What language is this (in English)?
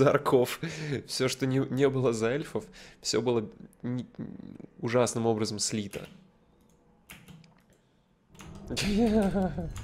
Russian